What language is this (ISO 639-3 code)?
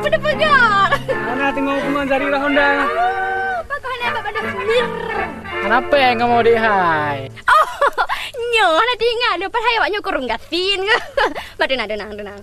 ace